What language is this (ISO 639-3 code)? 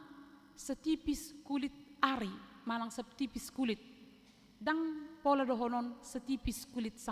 bbc